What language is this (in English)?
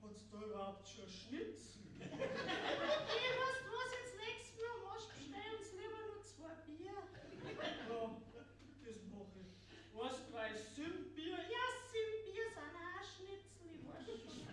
Bavarian